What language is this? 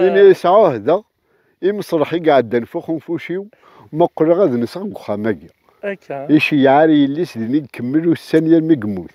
Kabyle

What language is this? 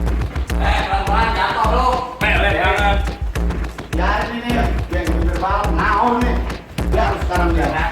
Betawi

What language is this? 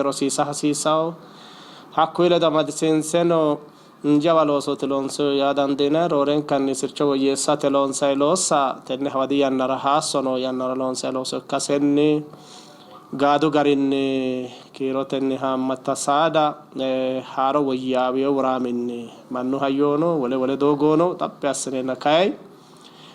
Sidamo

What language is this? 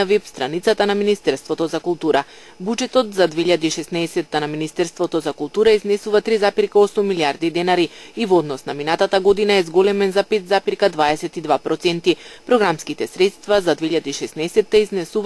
Macedonian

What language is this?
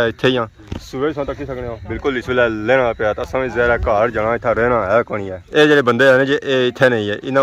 Pahari-Potwari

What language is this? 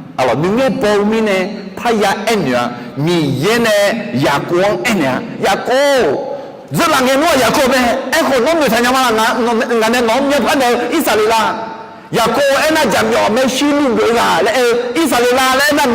Akha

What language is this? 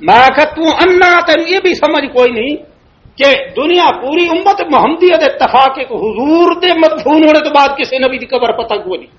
Western Panjabi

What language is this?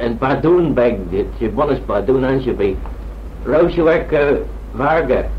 Manx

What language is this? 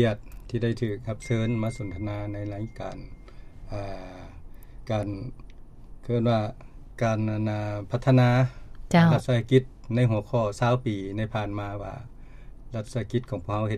Lao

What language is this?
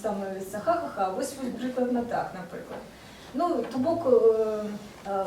Belarusian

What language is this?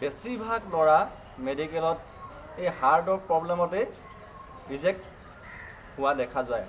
Assamese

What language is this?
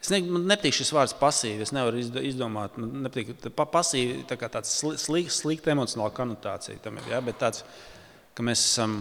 Latvian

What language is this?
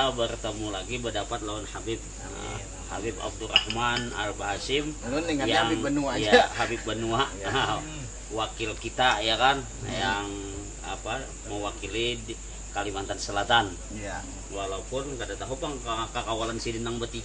Banjar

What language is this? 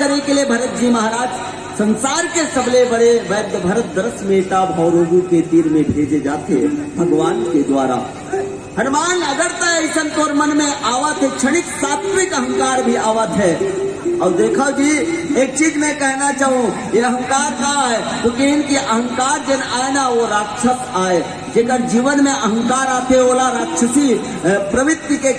Chhattisgarhi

